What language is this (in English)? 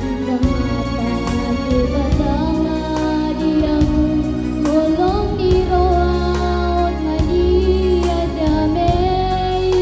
Batak Toba